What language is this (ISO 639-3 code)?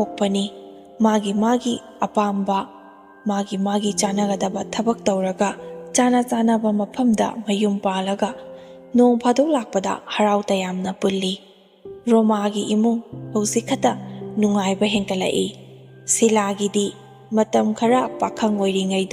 mni